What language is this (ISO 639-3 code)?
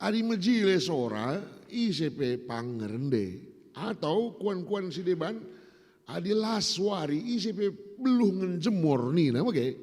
btx